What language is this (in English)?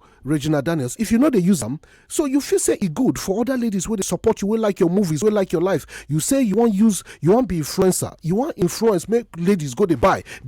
Nigerian Pidgin